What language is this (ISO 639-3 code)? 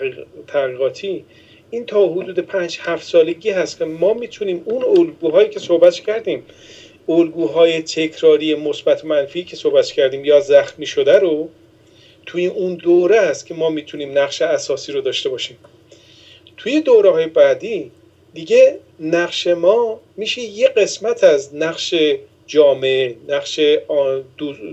fas